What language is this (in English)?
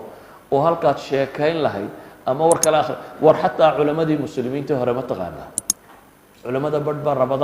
Somali